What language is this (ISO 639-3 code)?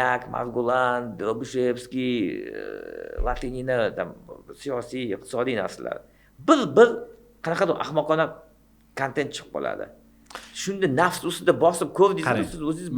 uzb